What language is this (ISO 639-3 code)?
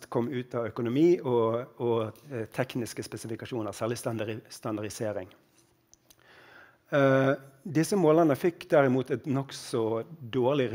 nor